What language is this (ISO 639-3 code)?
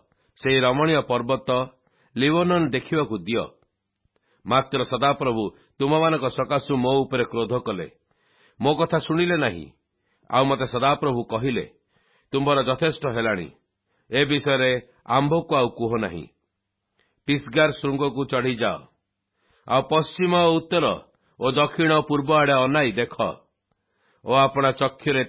ori